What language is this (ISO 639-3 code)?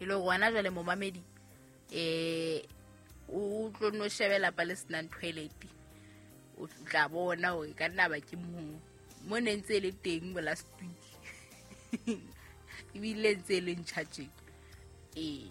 sot